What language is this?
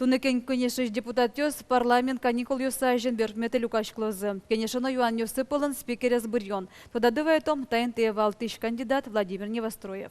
Udmurt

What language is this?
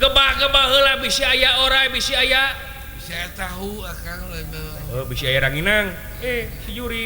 Sundanese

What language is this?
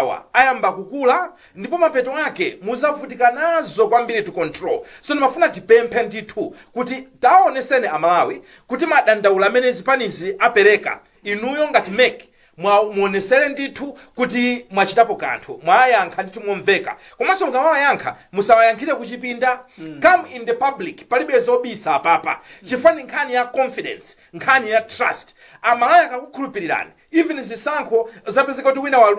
Nyanja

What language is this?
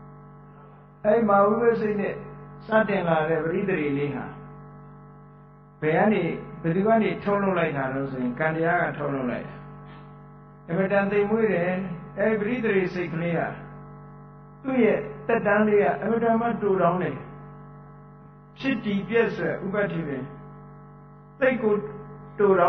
Burmese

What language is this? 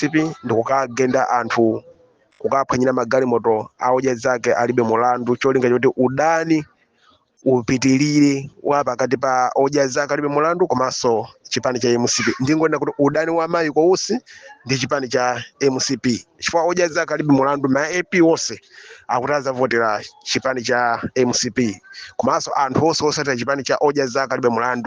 Nyanja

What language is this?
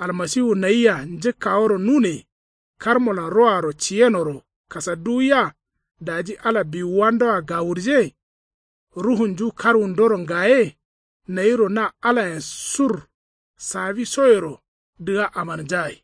Kanuri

